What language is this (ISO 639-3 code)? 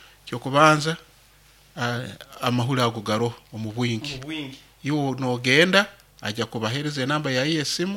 nyo